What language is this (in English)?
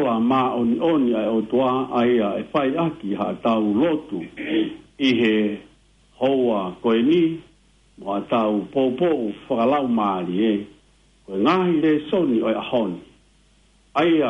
Tongan